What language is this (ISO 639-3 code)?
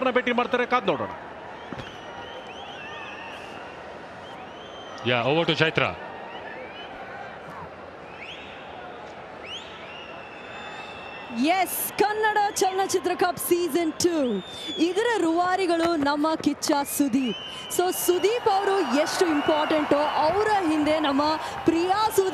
kan